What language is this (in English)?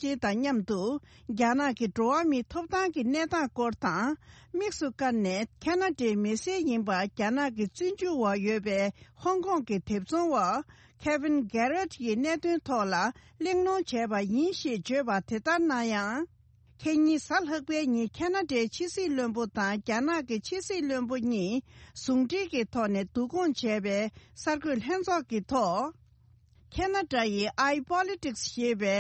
Tibetan